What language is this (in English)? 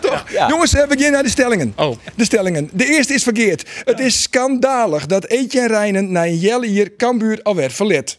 Western Frisian